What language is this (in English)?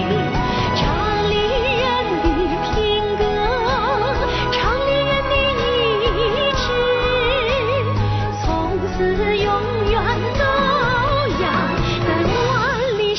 Chinese